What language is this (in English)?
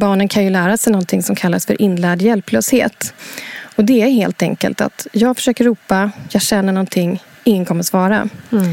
Swedish